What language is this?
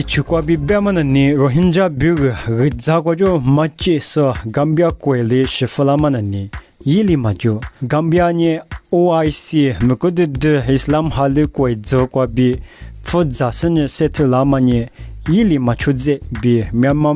Lisu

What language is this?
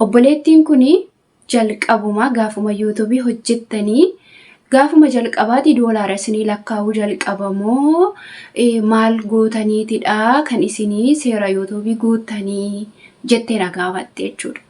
Oromo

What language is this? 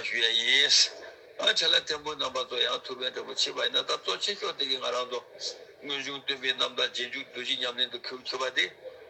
Tibetan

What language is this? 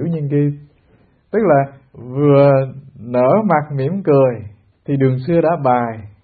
Vietnamese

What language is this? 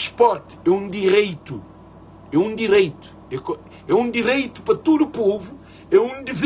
Kabuverdianu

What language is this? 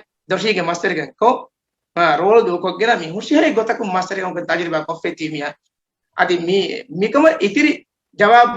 Divehi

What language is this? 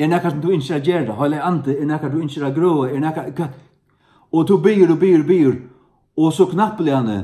Faroese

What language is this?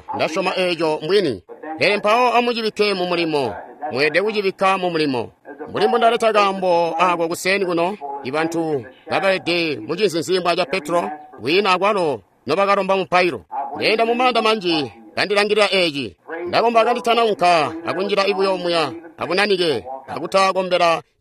Tonga (Zambia)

